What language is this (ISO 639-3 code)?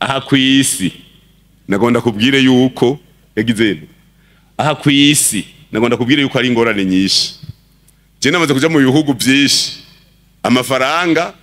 run